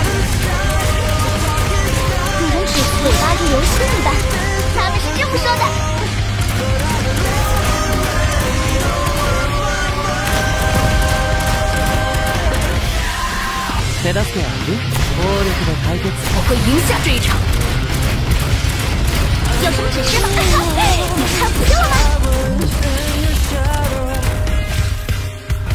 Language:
Chinese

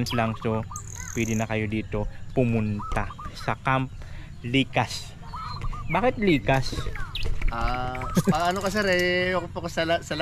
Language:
Filipino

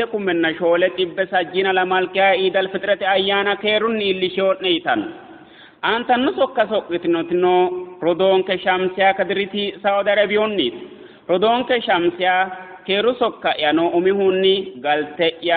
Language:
Sidamo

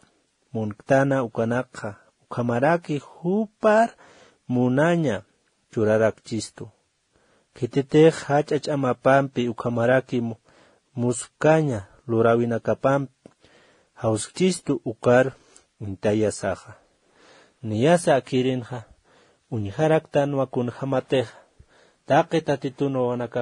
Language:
Aymara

